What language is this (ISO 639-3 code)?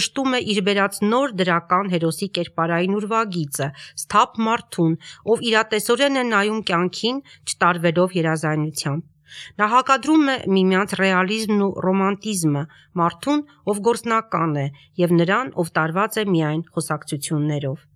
hye